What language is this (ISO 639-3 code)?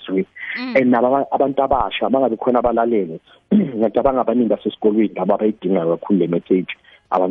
nbl